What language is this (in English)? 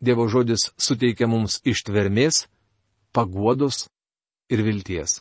Lithuanian